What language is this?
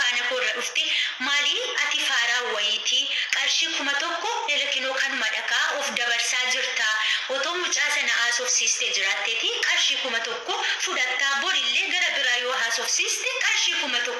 Oromo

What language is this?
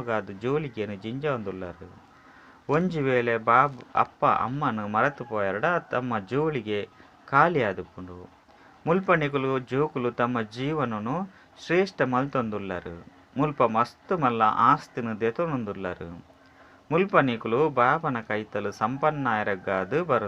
Tulu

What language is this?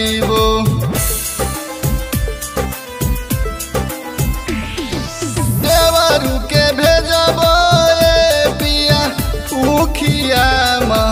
Bhojpuri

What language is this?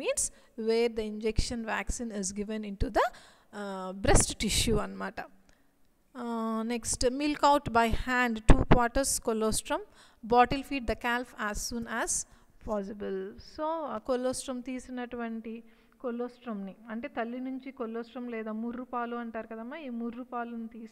Telugu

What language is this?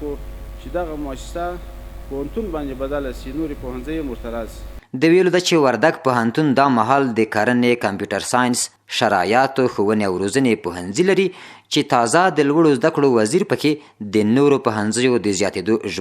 Pashto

